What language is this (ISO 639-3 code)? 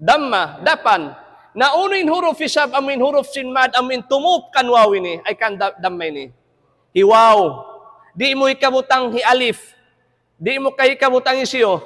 tsg